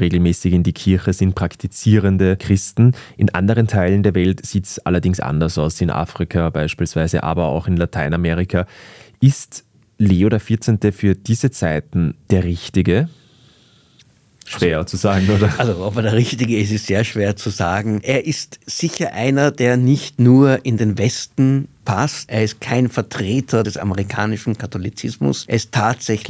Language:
German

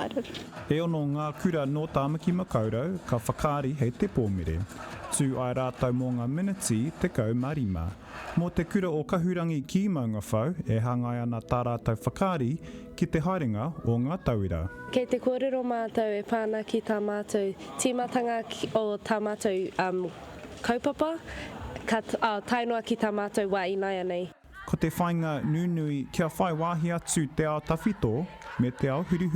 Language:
Māori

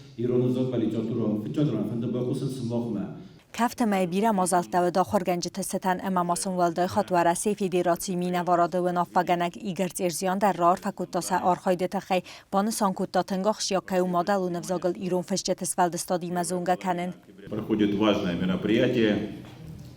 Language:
Ossetic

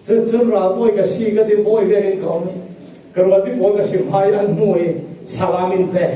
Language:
Falam Chin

